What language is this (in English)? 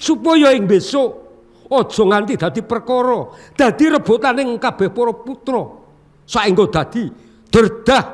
Javanese